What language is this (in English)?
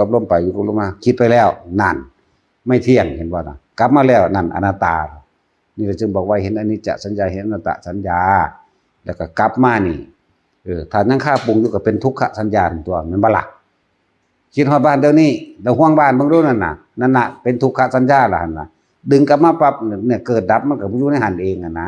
Northeastern Thai